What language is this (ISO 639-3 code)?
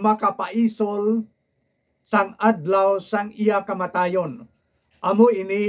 hil